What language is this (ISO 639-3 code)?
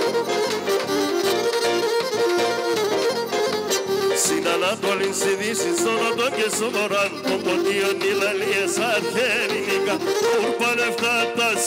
ell